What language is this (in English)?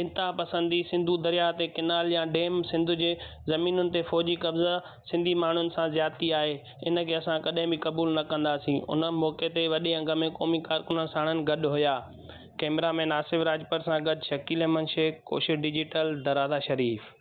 Sindhi